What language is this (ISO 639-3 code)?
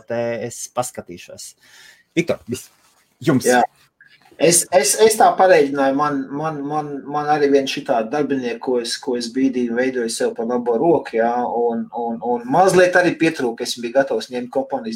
lav